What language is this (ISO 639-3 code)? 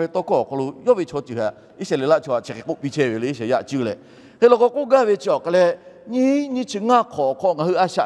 lhu